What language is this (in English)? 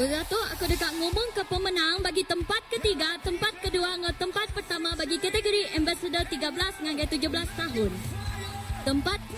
Iban